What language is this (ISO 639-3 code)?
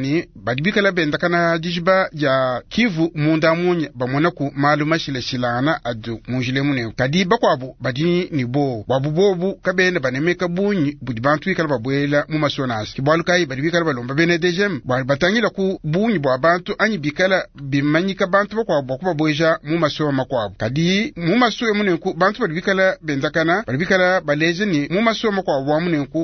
lua